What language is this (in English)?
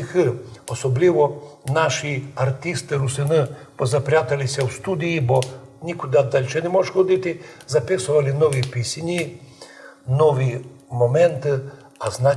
Rusyn